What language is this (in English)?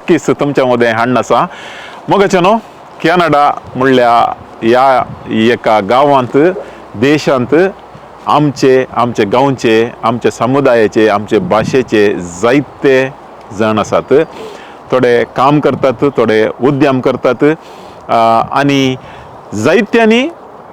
Konkani